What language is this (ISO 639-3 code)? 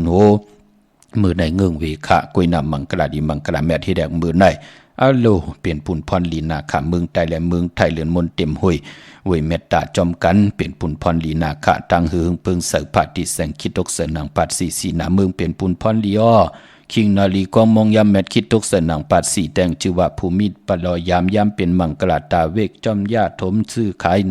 shn